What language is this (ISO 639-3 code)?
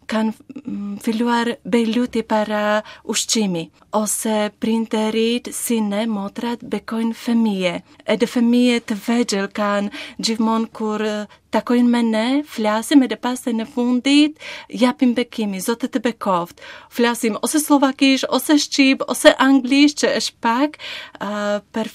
sqi